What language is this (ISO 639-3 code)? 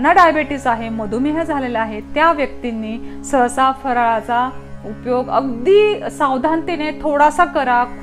mar